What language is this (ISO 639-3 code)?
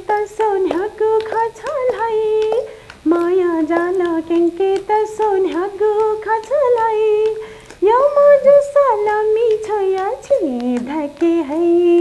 new